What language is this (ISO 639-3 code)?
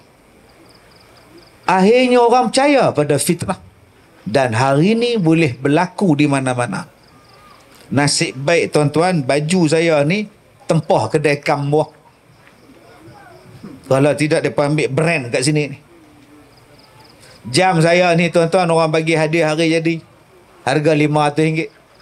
msa